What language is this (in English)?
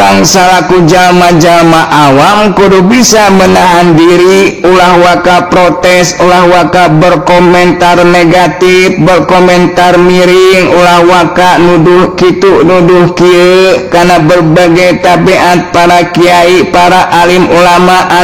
Sundanese